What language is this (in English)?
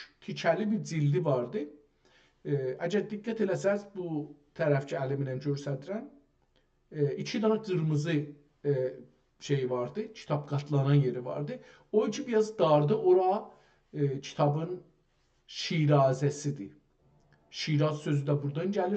South Azerbaijani